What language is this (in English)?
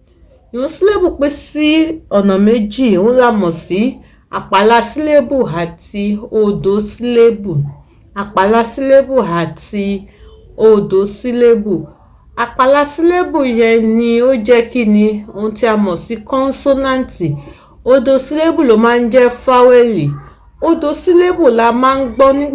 Yoruba